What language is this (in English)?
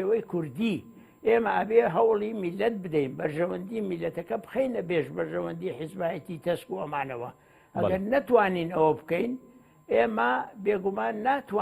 Central Kurdish